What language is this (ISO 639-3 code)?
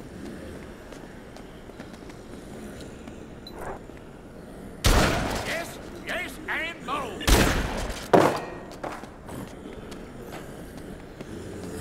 eng